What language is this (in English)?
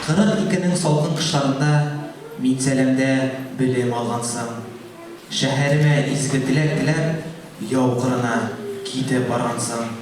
Tatar